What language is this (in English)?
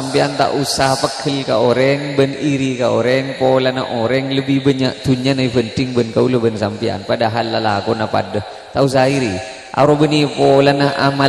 Madurese